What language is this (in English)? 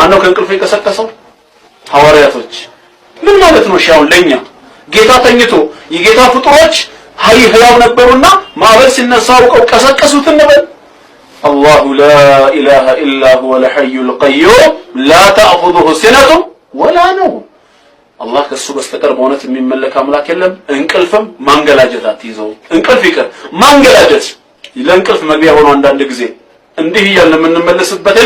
Amharic